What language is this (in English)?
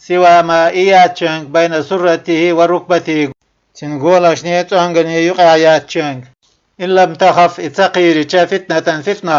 Chechen